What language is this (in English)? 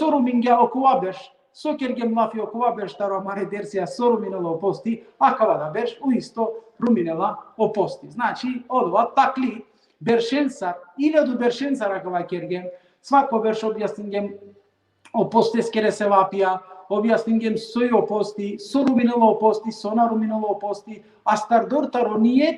Balkan Romani